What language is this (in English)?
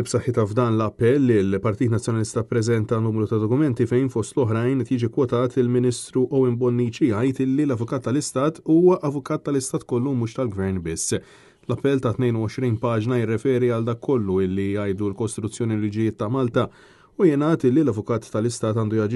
Maltese